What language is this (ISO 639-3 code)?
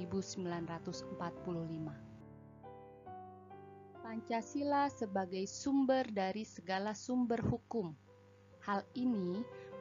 ind